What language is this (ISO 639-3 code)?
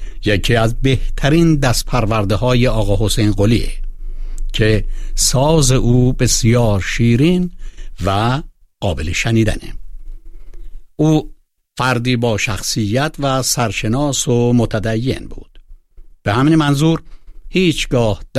fas